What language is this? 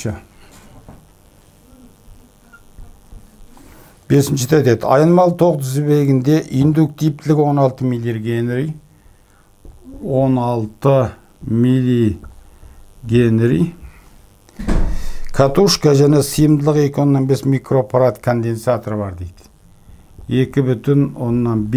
Kazakh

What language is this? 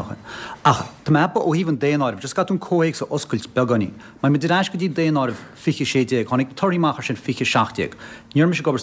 Irish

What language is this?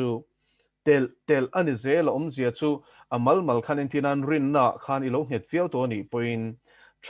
Mizo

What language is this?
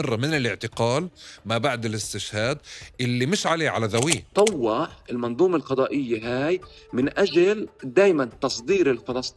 North Levantine Arabic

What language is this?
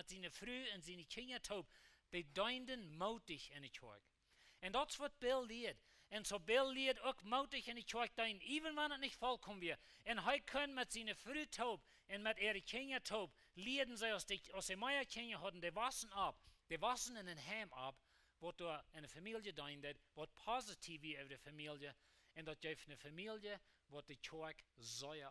Plautdietsch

